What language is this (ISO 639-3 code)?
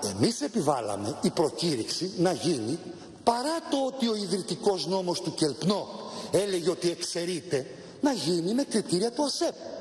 ell